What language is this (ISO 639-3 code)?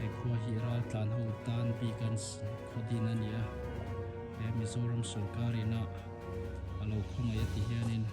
lus